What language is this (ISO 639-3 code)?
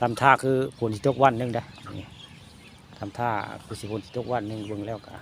tts